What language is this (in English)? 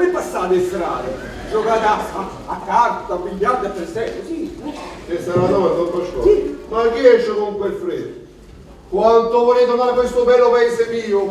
Neapolitan